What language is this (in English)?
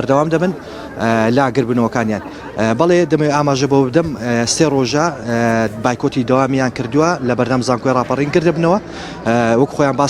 Central Kurdish